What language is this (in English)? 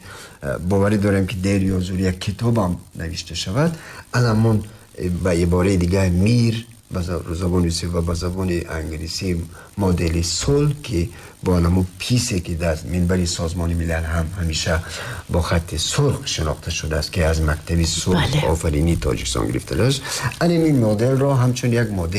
Tajik